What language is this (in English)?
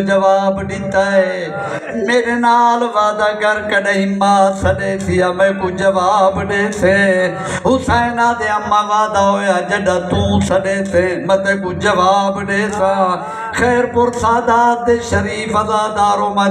Saraiki